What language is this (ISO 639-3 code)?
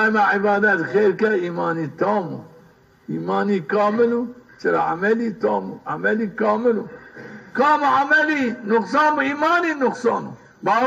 zza